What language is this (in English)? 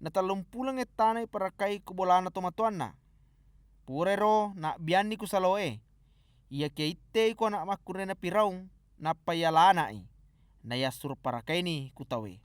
Buginese